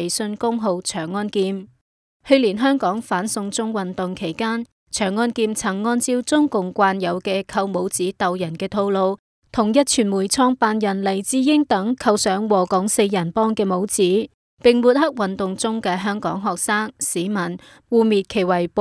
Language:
Cantonese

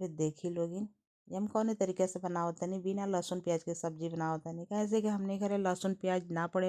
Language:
Bhojpuri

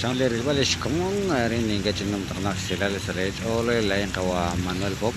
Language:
Kekchí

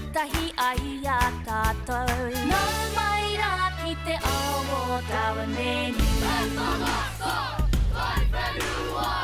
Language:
Māori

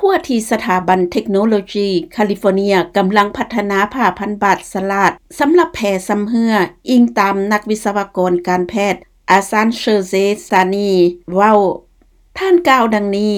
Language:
Lao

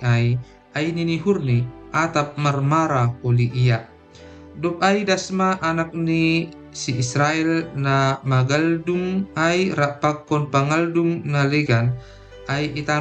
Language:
Batak Simalungun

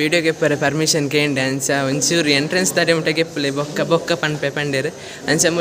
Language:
Tulu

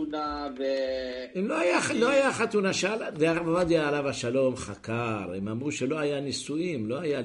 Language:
Hebrew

